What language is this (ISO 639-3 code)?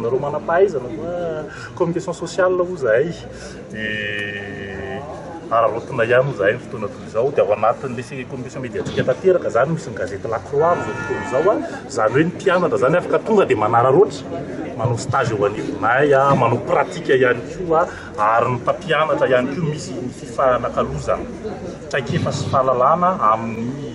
mlg